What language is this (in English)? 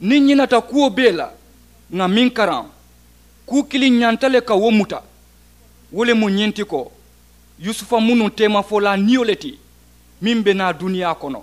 Mandingo